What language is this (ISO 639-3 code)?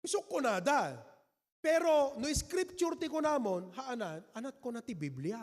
ilo